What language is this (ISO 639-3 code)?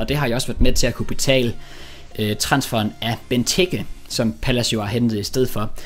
dan